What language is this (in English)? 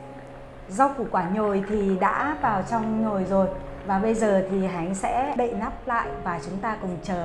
Vietnamese